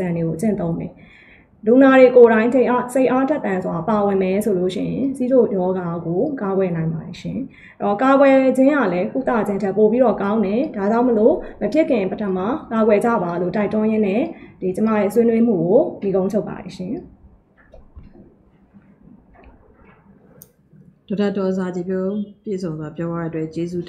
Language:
Burmese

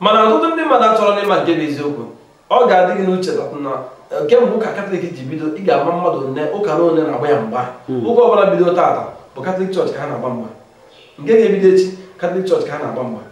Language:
Igbo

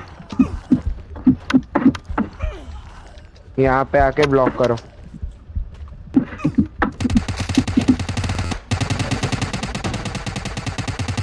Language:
Hindi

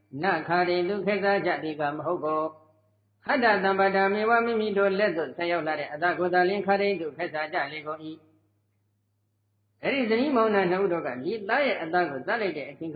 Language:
Burmese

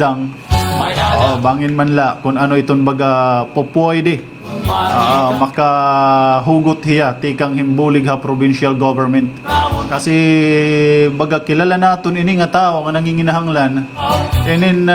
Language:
Waray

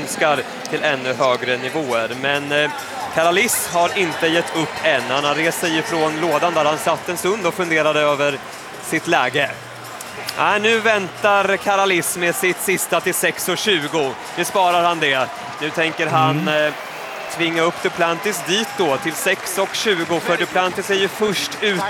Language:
Swedish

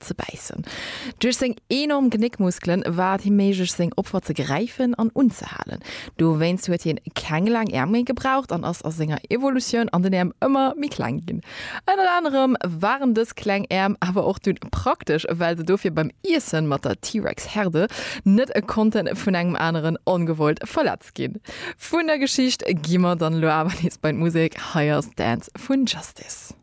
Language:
Luxembourgish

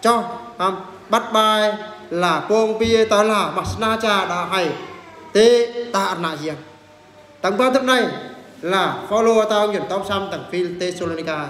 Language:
Eastern Bru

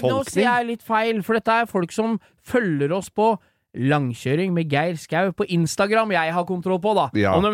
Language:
Norwegian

